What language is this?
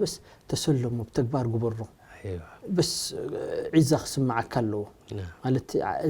Tigrinya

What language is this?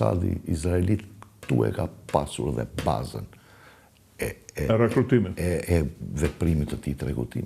Albanian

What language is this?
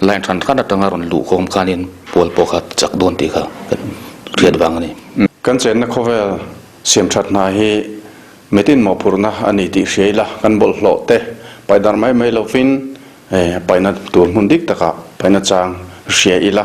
Mizo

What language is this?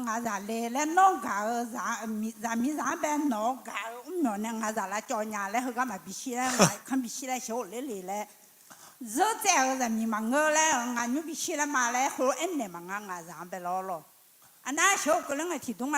Akha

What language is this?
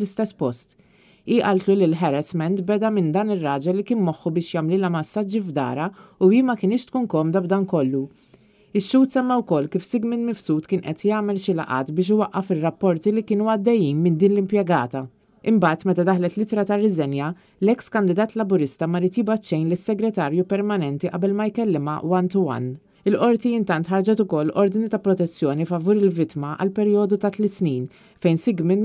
Maltese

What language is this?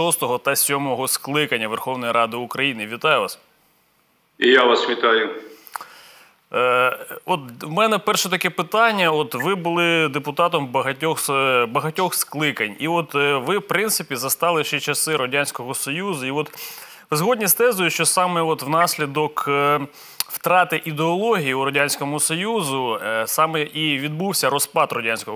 Ukrainian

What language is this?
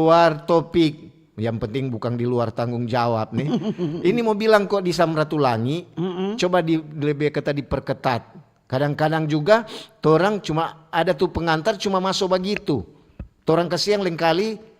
Manado Malay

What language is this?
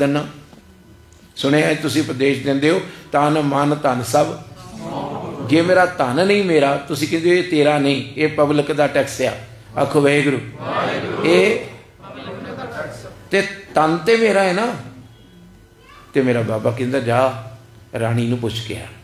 Punjabi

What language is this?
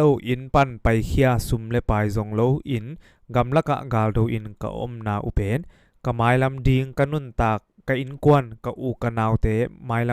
Tedim Chin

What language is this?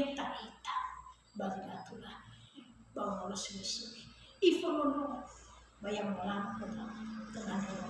Nias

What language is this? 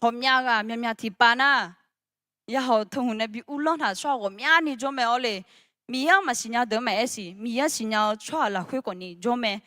Akha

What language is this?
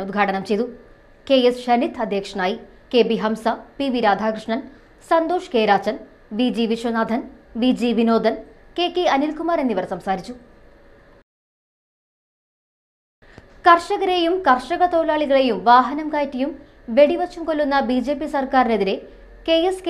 Malayalam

